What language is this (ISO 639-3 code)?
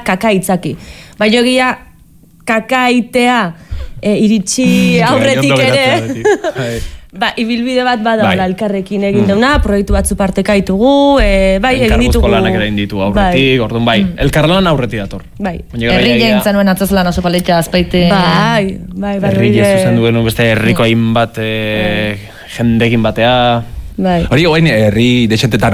eus